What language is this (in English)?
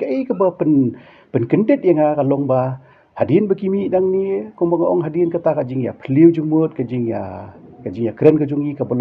Khasi